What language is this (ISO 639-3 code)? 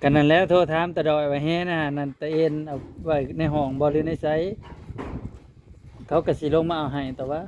tts